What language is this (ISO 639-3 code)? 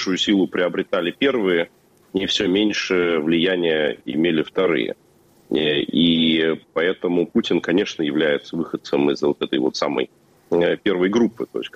rus